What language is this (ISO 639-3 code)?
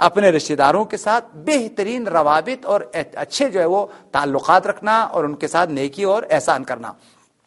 urd